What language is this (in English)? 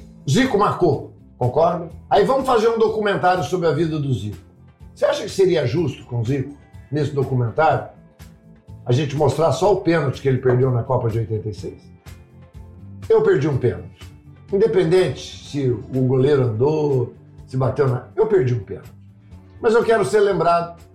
Portuguese